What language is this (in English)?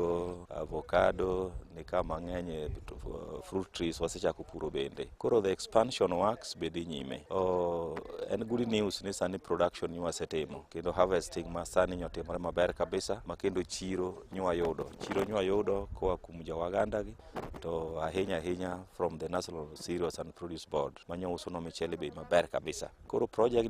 Luo (Kenya and Tanzania)